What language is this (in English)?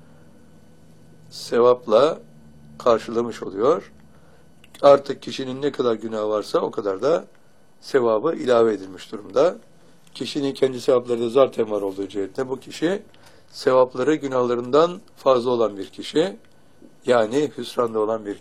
Turkish